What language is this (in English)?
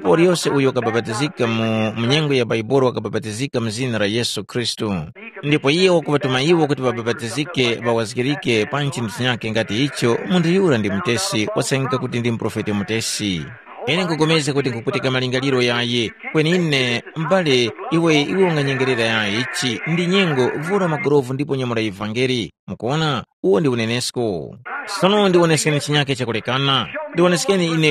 Tumbuka